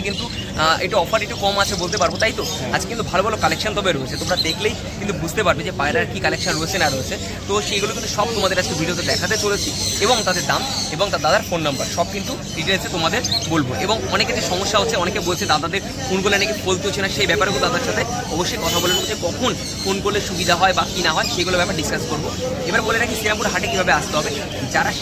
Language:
Bangla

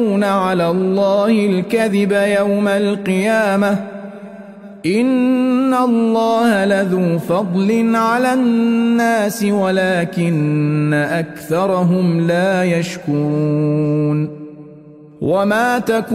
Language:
Arabic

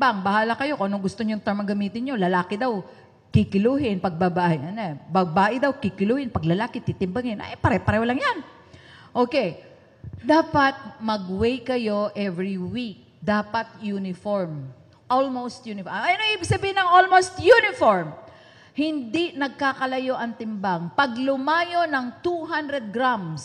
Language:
Filipino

